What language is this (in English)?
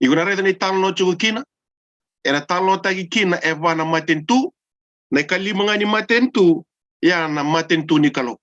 Fijian